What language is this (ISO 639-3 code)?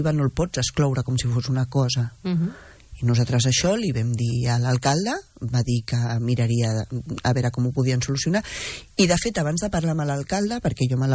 cat